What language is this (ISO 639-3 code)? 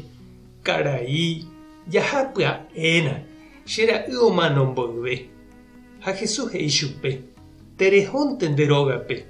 grn